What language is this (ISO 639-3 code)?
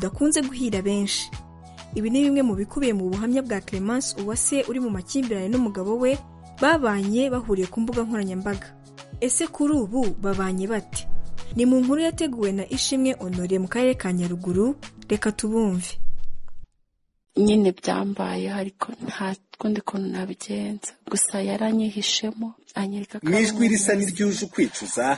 kin